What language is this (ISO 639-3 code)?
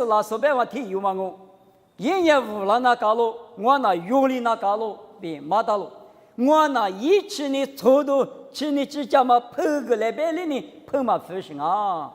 lis